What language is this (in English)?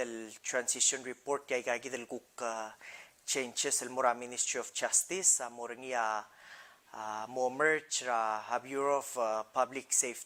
Palauan